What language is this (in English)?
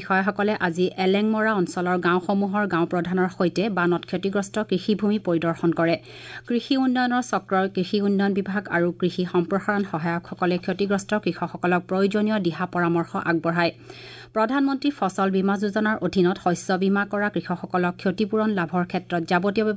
Assamese